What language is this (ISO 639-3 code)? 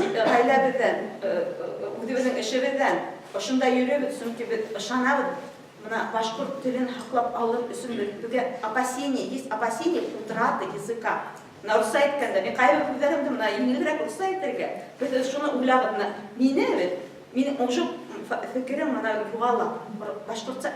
bak